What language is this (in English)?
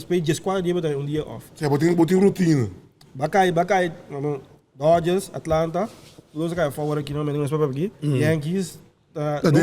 Papiamento